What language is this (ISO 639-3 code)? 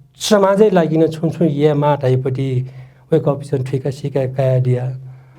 new